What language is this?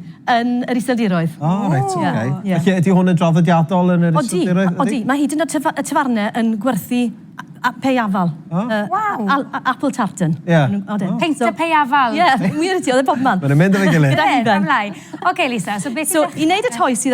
Welsh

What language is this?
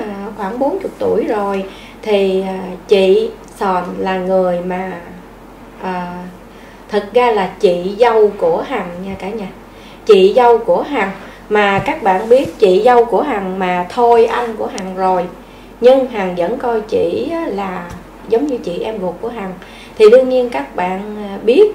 Vietnamese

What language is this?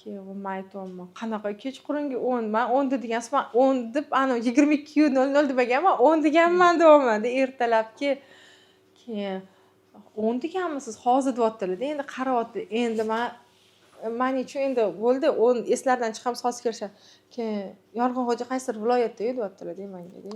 Uzbek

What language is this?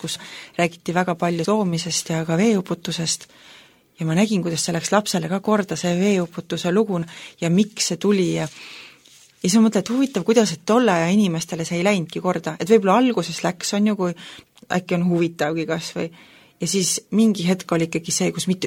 Estonian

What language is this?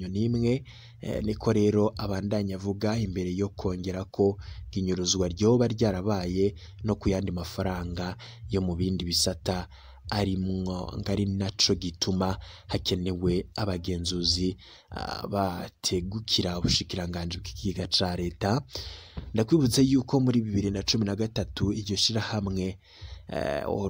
Rundi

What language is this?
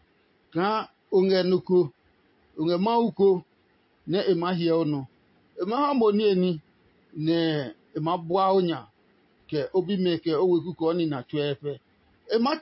Adangme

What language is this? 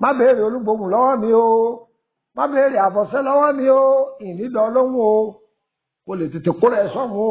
Yoruba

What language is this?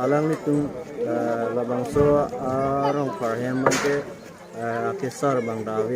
Karbi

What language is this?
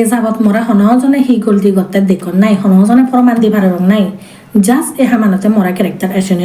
Chakma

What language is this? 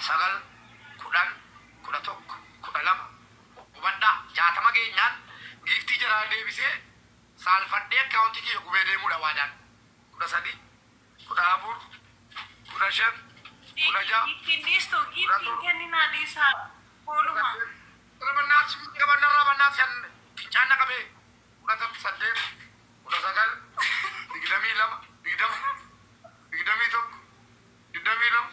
Oromo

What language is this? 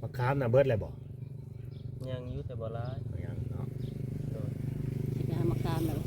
Lao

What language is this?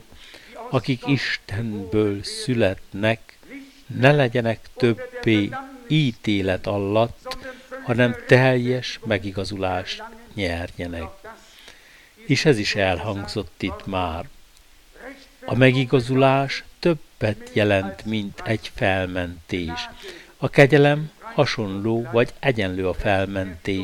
Hungarian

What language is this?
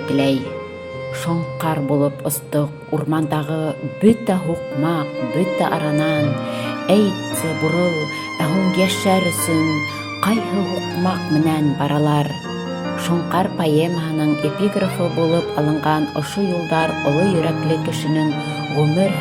Bashkir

